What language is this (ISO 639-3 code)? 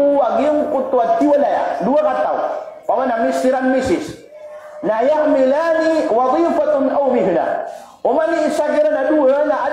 mrw